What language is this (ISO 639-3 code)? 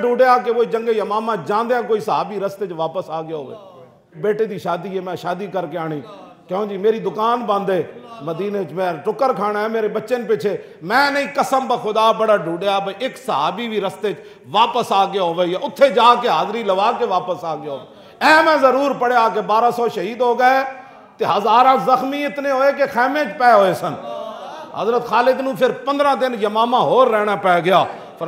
lah